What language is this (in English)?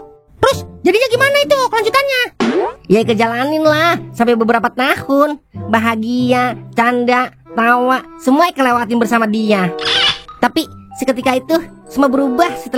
Betawi